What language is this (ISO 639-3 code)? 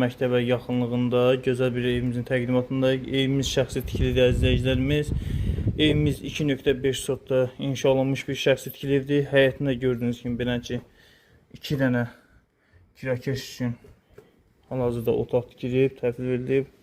aze